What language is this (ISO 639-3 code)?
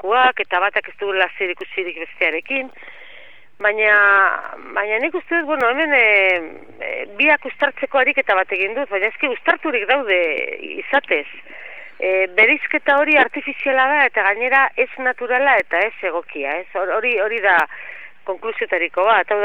eus